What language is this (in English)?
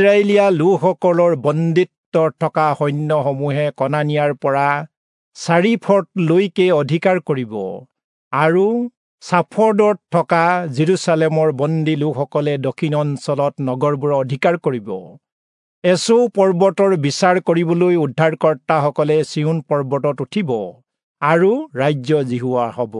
Assamese